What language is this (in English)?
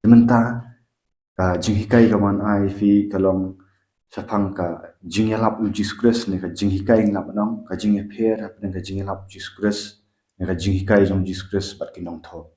Khasi